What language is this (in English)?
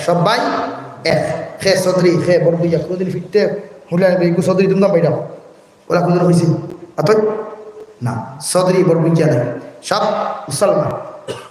Sylheti